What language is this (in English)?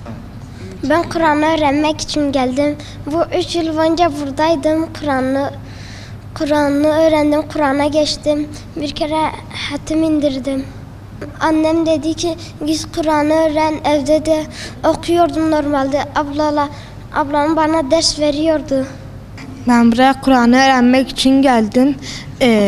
Turkish